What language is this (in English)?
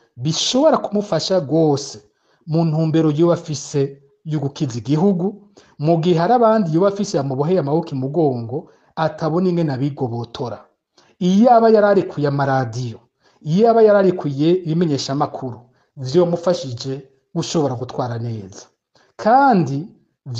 Rundi